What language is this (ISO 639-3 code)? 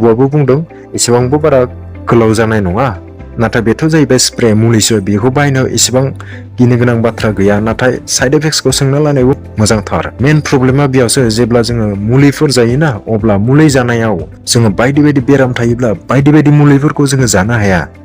brx